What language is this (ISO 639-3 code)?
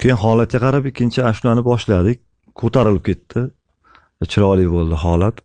uzb